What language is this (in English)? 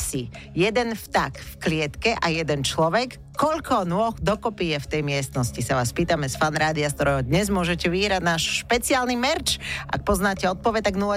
Slovak